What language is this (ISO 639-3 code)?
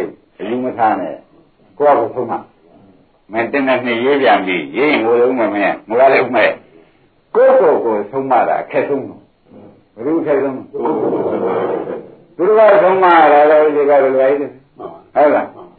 mya